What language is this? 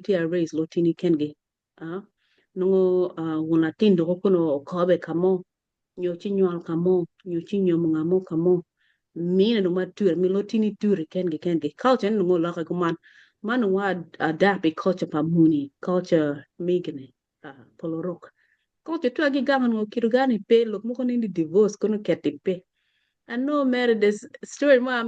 Acoli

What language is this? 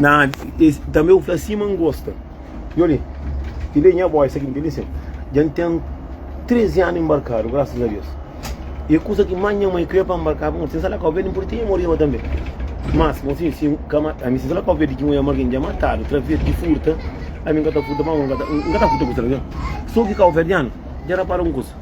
Kabuverdianu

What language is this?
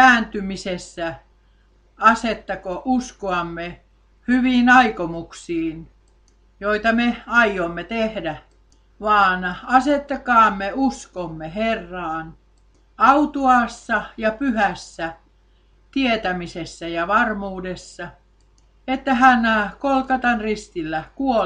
Finnish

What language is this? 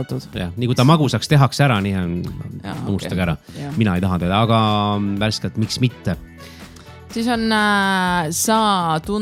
Estonian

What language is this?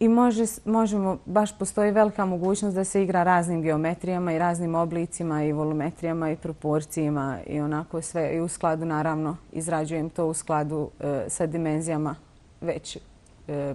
Bosnian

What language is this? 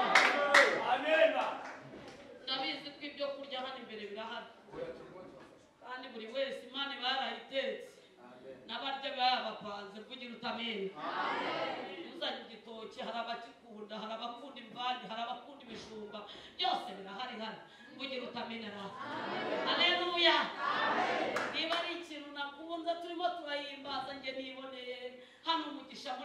Kinyarwanda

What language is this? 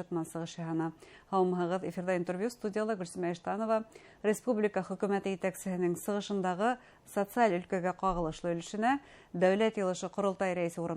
Bashkir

